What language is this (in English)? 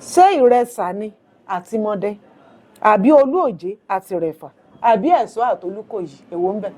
Yoruba